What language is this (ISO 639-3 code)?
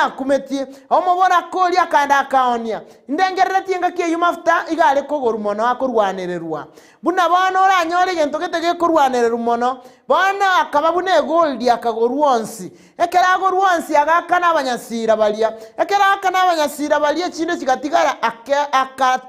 guz